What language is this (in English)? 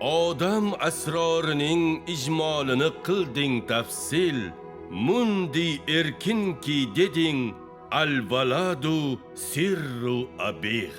Kara-Kalpak